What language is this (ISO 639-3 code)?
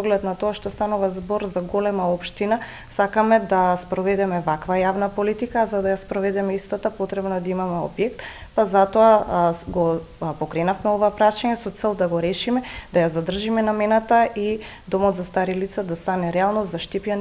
mkd